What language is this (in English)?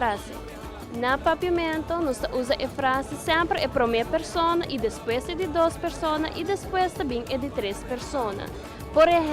Papiamento